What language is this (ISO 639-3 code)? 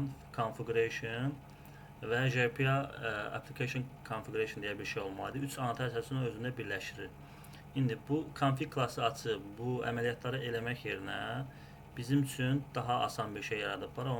aze